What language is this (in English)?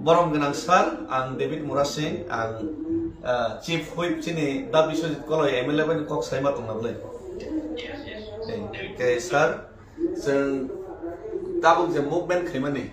Kok Borok